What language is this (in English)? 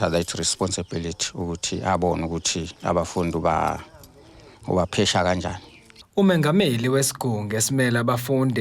Zulu